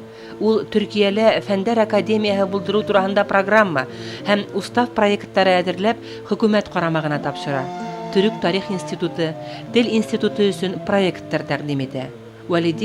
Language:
Bashkir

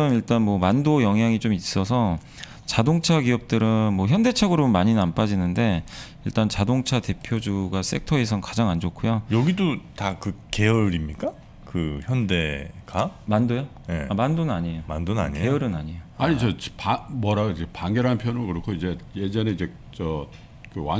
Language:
Korean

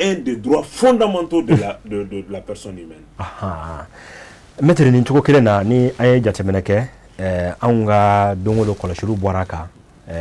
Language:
Bambara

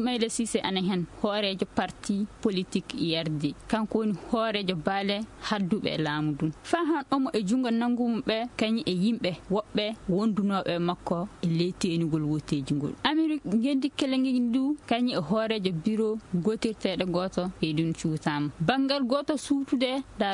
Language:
Fula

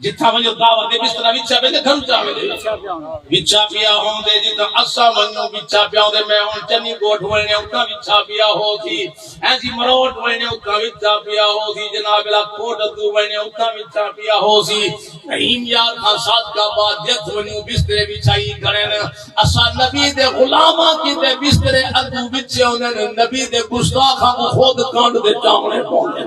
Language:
Saraiki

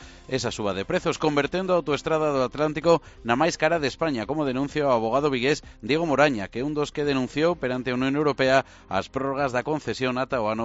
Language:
Galician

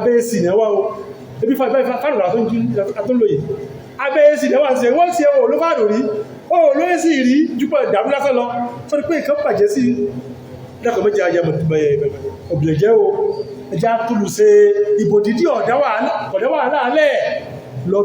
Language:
Yoruba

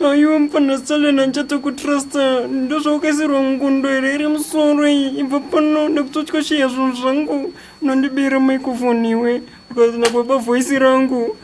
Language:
Shona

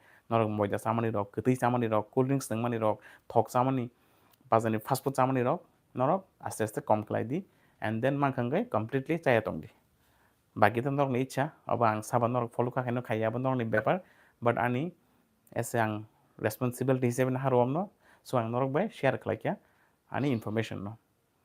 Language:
Kok Borok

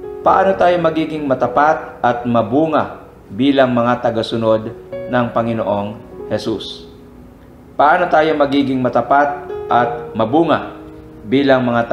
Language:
Filipino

